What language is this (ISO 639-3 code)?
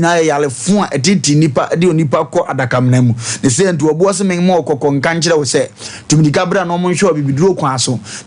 aka